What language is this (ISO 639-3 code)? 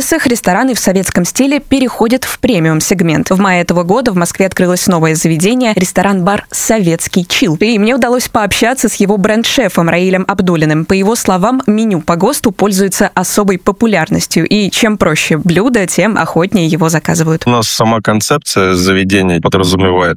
rus